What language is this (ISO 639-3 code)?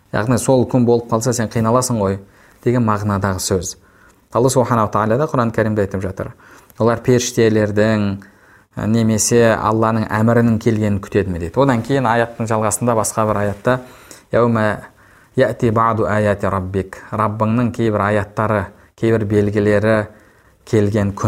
kaz